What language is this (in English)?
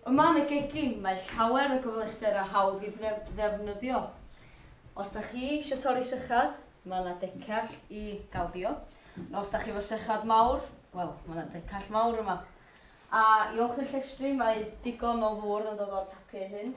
Welsh